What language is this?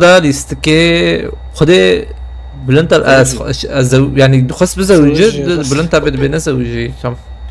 Kurdish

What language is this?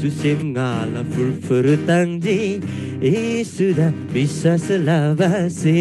Eastern Tamang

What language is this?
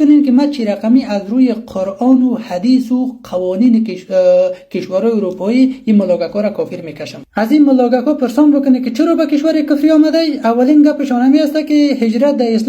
Persian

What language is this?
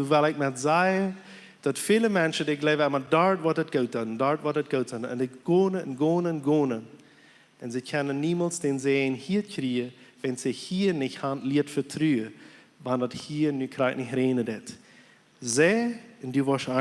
Plautdietsch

